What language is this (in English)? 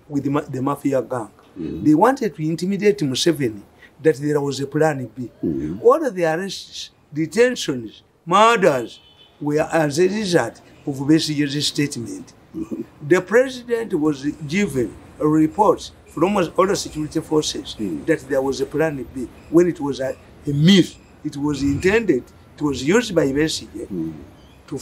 English